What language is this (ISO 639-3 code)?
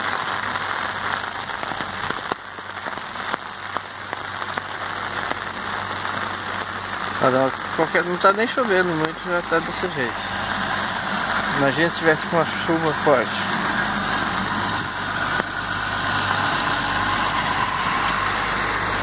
por